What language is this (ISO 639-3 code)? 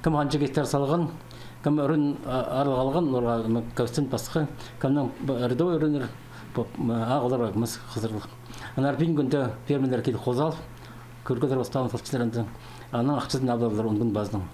kjh